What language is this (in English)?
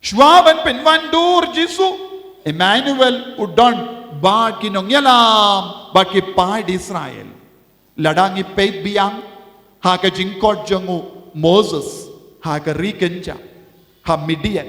Khasi